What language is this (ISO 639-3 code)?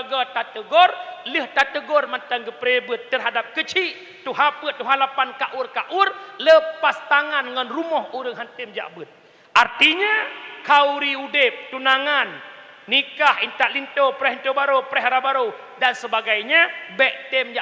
ace